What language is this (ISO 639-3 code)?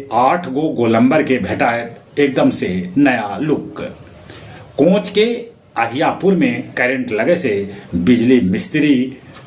mag